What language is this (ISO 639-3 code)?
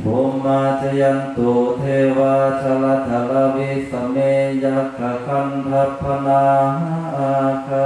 pli